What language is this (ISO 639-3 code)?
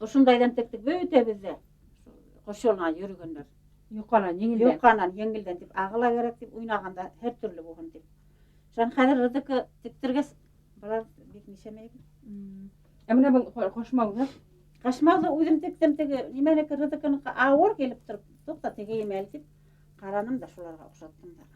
bak